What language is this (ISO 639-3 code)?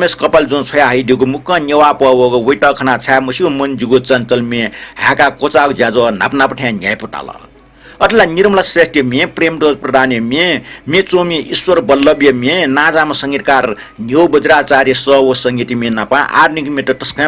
new